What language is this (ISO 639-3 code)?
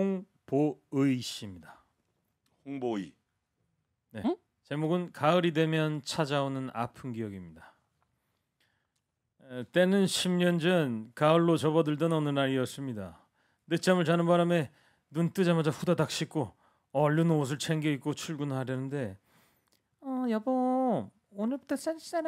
kor